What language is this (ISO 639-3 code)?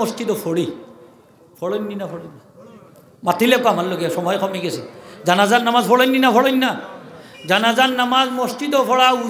syl